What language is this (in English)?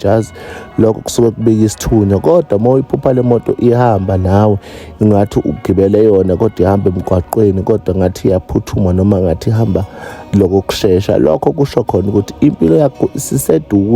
Zulu